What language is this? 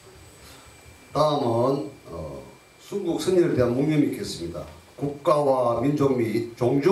Korean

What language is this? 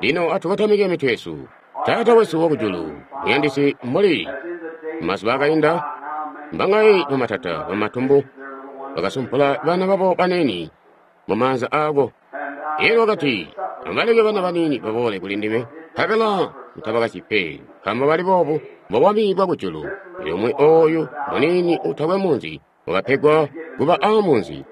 Tonga (Zambia)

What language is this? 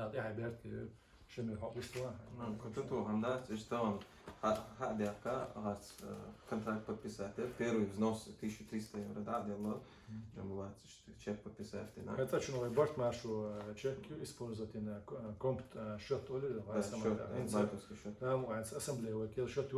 Chechen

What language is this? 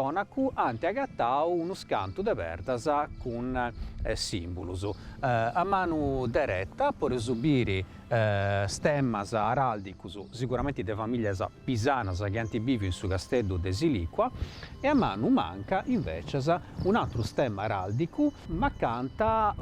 Sardinian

